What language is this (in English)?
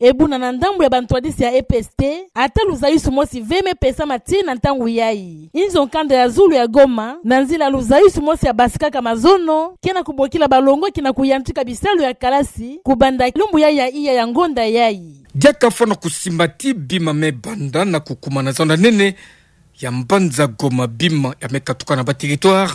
Kituba (Democratic Republic of Congo)